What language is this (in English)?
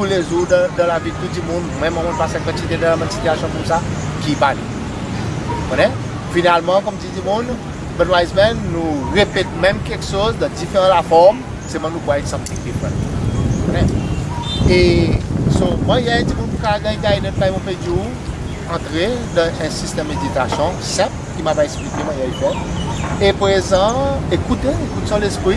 Seselwa Creole French